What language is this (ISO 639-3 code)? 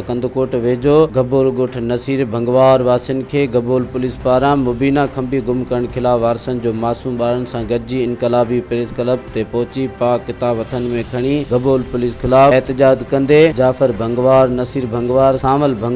snd